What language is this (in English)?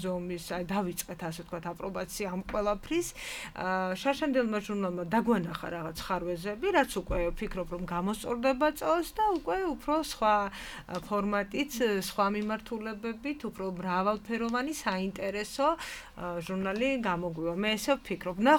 Georgian